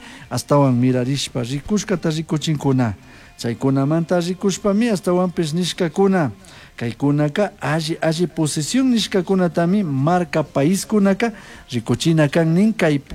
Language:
Chimborazo Highland Quichua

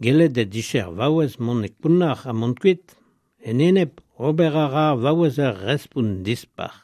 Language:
Breton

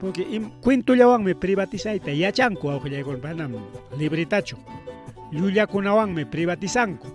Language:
Ayacucho Quechua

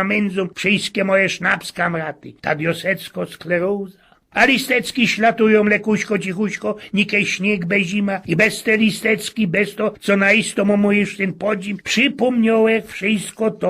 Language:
Silesian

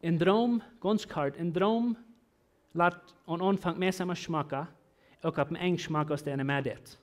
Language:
Plautdietsch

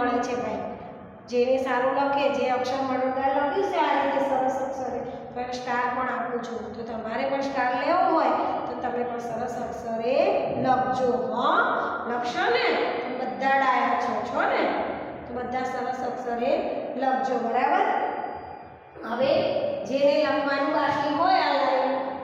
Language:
Gujarati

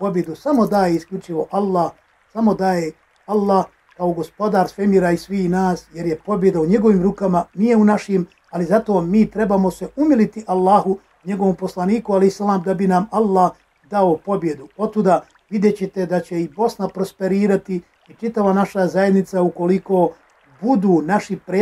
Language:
Bosnian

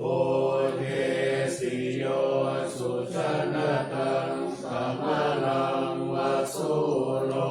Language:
Pali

